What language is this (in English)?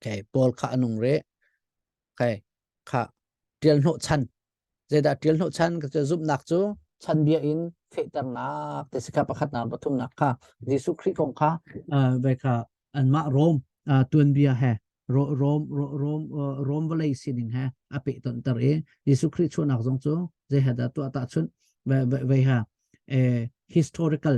Hakha Chin